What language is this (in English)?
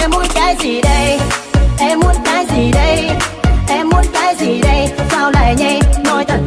Vietnamese